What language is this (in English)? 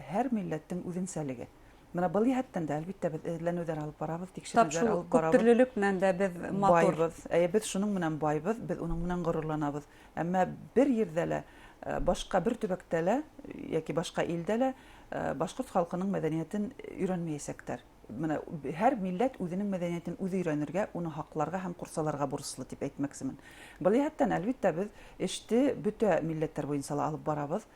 Bashkir